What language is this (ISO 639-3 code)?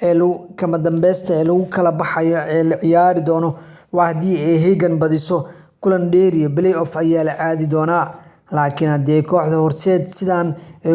som